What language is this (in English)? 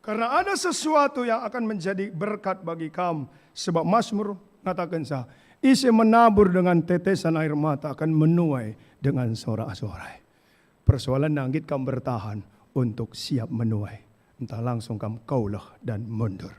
Batak Karo